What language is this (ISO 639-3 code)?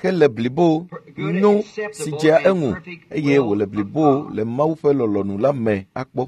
ewe